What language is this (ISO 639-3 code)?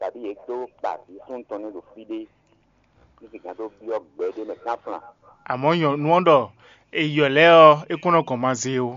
fon